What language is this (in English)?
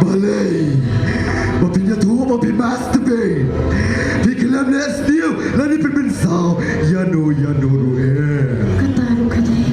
Khasi